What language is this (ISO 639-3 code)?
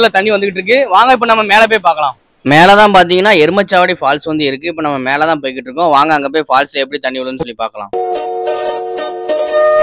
tam